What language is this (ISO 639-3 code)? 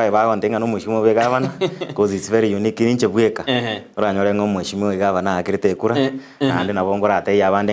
guz